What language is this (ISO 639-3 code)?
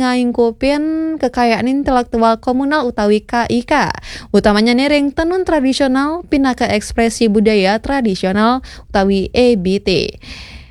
ban